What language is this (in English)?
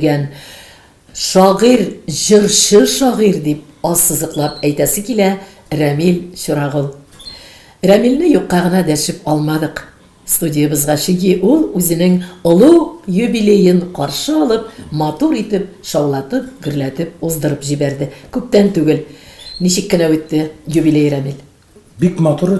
Tatar